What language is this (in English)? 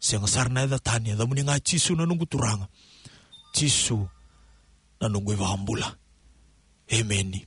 Fijian